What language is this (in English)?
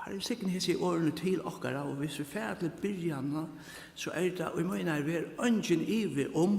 Faroese